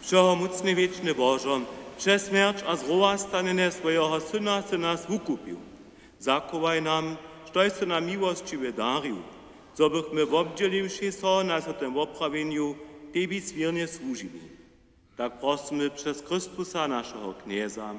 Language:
Upper Sorbian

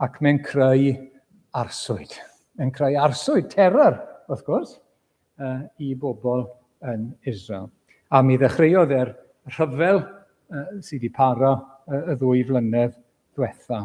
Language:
Welsh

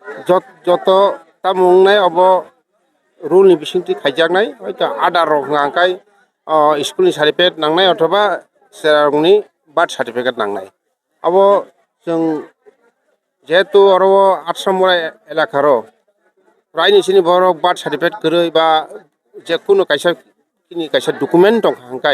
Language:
Kok Borok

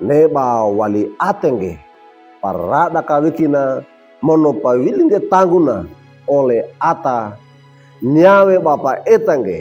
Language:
Wejewa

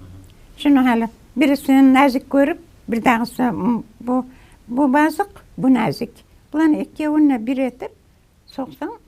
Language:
Kumyk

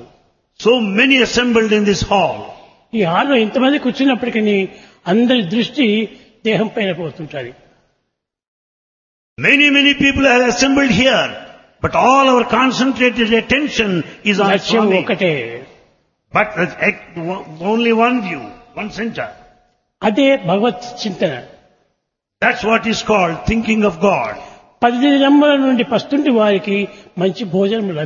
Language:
Telugu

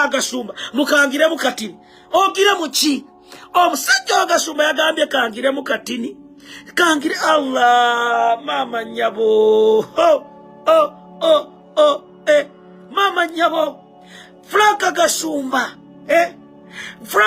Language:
Ganda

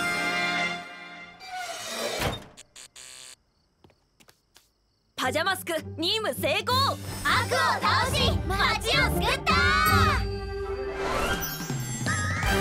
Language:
Japanese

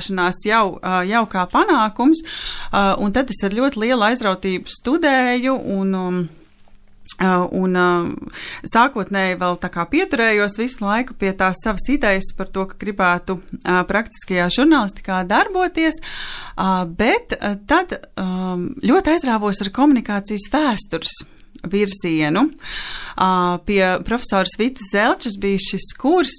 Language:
Latvian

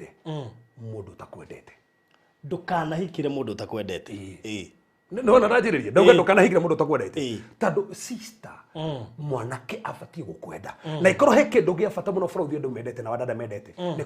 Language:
Kikuyu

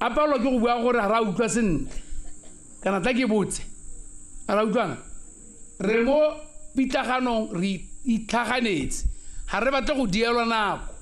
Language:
Tswana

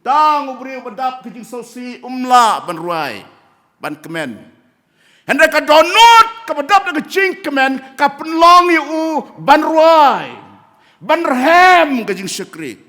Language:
Khasi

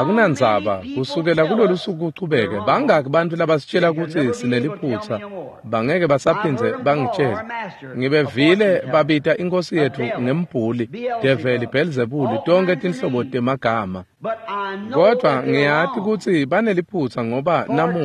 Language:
Swati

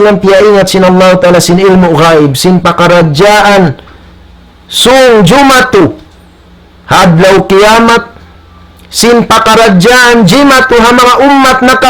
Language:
Tausug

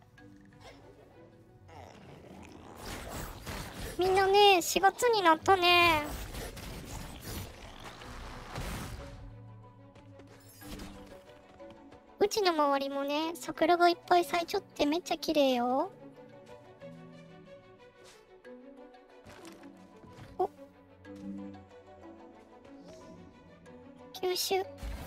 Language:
Japanese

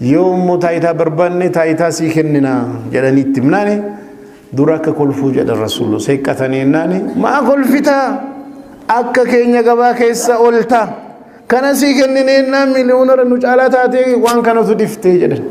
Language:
Oromo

